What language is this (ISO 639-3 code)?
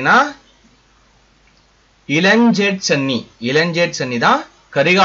tam